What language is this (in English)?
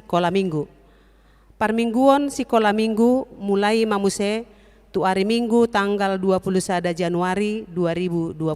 Batak Toba